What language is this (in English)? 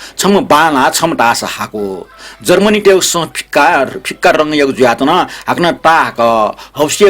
Newari